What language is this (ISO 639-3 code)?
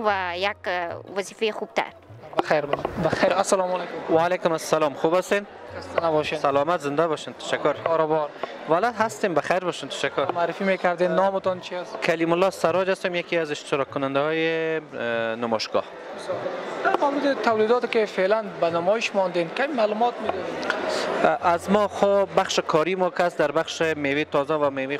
fas